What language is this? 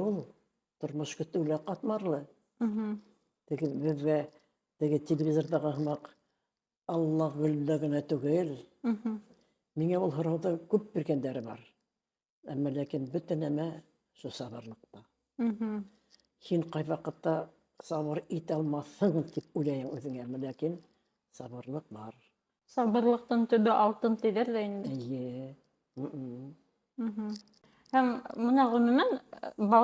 Bashkir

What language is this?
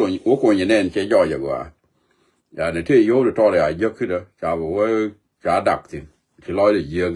Nuer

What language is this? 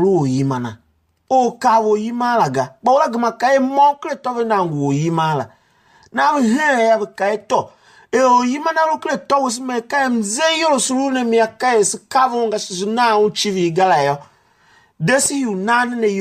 Tiv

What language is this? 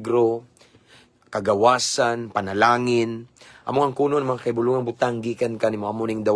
Cebuano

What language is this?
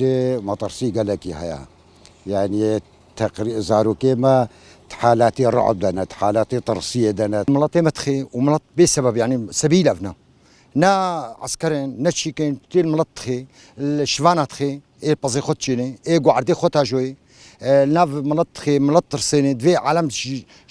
Kurdish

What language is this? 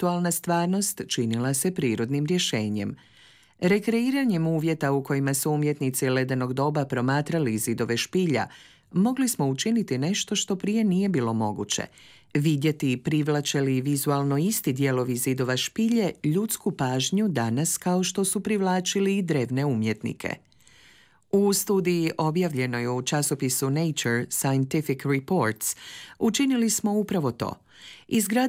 Croatian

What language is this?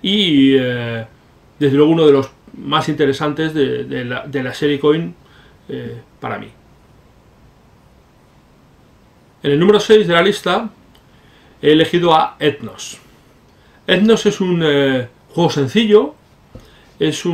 Spanish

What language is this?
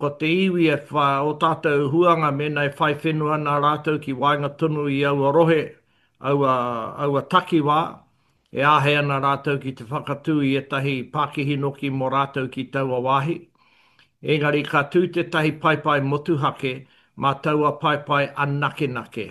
Māori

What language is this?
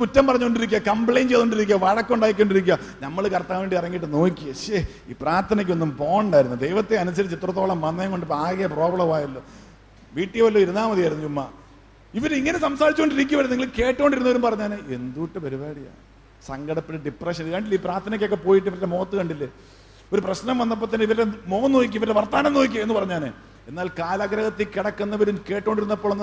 Malayalam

